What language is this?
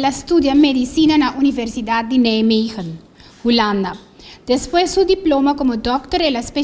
Papiamento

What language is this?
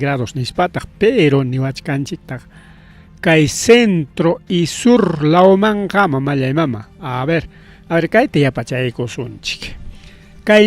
Ayacucho Quechua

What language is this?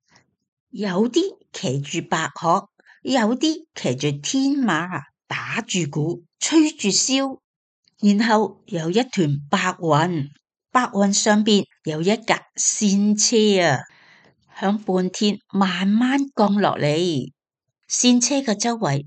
Cantonese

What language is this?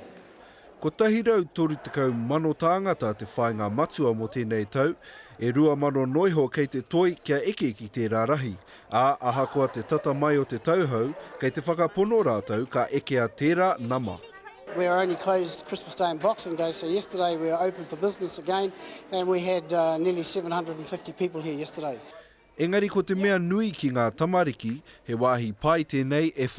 Māori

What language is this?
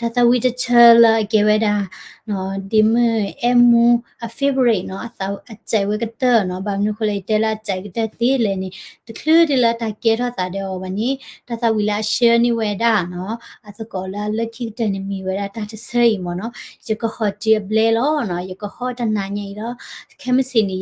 S'gaw Karen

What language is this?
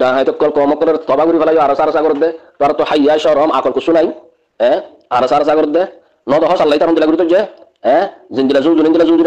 Rohingya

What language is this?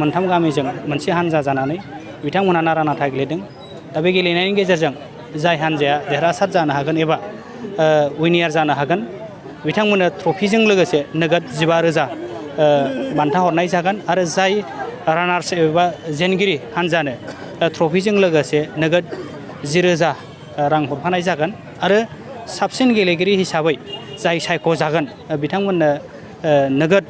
Bodo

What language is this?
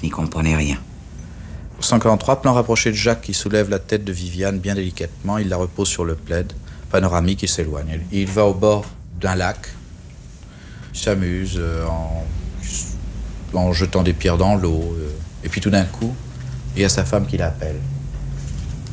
French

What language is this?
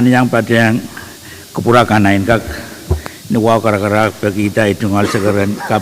Pohnpeian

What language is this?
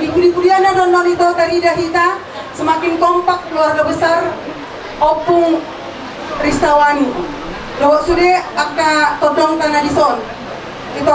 Batak Toba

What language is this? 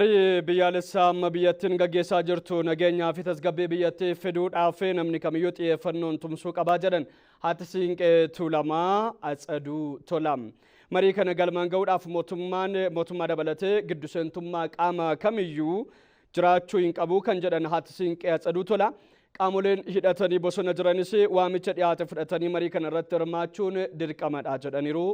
Oromo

